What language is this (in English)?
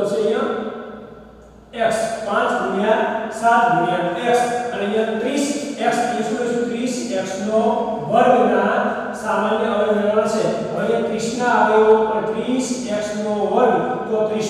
Gujarati